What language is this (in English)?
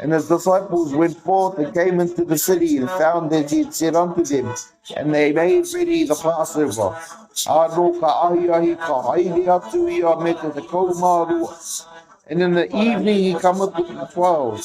Māori